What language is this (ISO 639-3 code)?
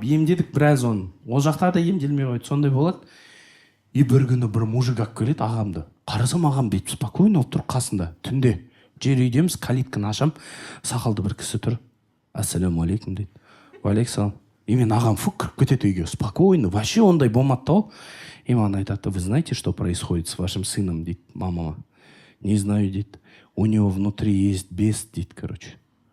kaz